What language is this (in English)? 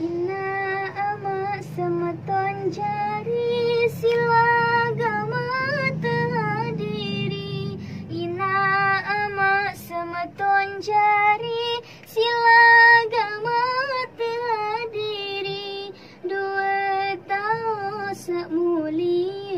Sasak